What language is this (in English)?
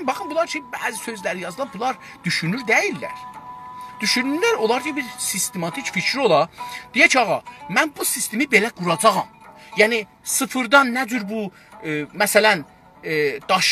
South Azerbaijani